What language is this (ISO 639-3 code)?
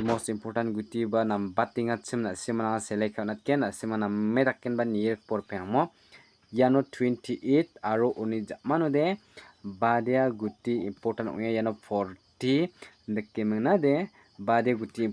grt